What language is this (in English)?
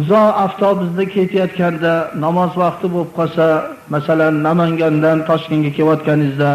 Uzbek